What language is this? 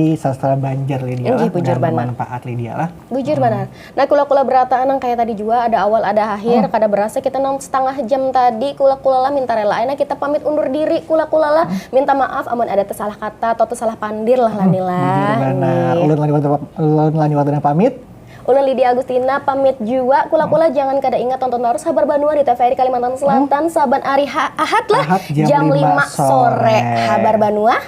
Banjar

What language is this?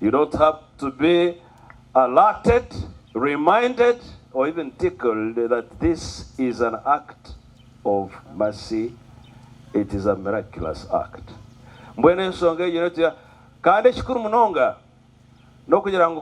Nyankole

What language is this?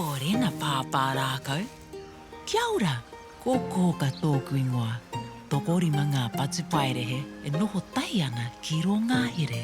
Māori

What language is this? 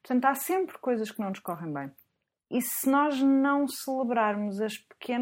Portuguese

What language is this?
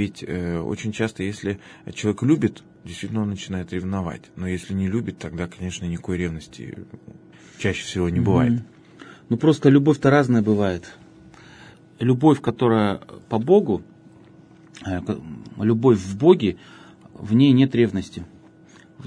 Russian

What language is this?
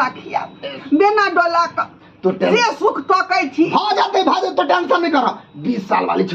Maithili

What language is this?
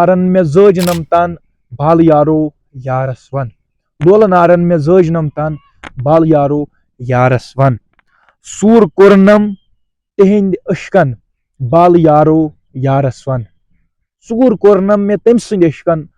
Kashmiri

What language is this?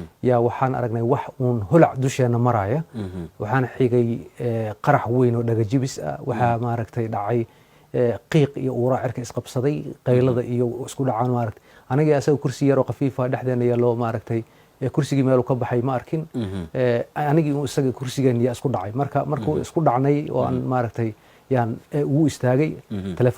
Somali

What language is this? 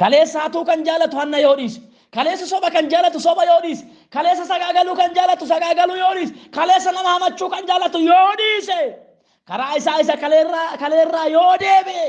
Oromo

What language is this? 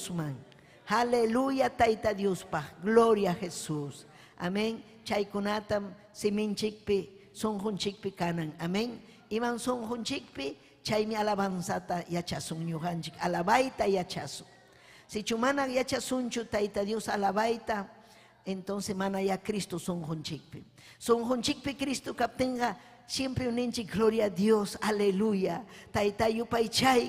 Ayacucho Quechua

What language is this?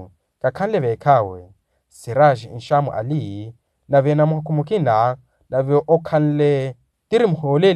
Makhuwa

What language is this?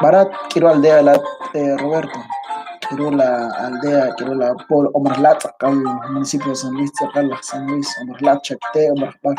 Kekchí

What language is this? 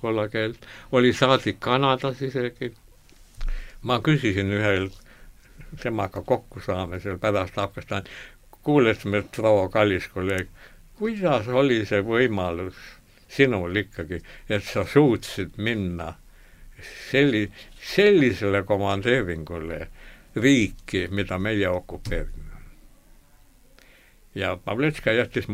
Estonian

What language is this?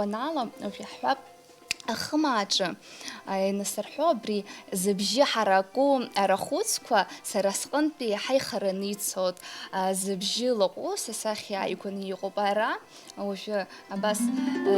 Abkhazian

